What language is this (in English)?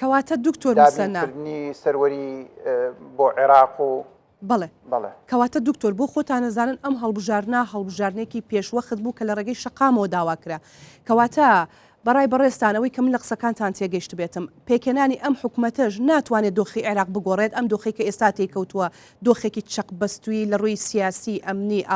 Central Kurdish